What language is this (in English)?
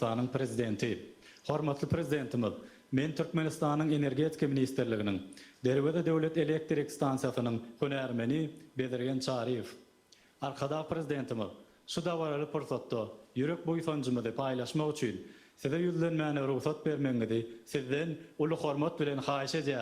Turkmen